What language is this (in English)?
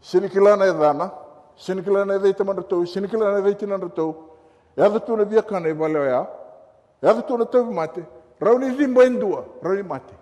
Fijian